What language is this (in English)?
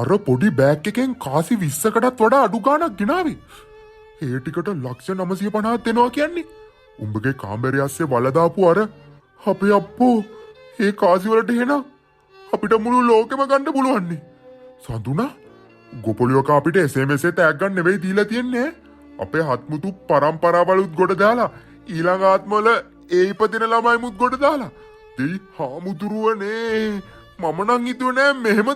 Sinhala